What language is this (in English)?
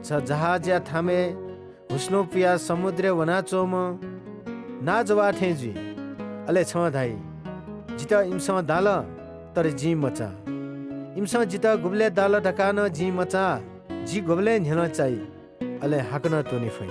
Newari